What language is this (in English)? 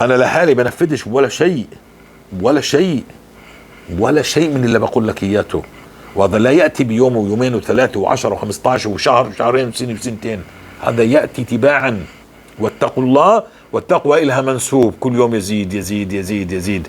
North Levantine Arabic